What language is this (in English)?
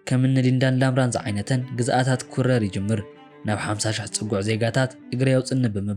Tigrinya